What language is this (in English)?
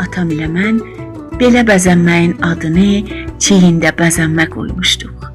South Azerbaijani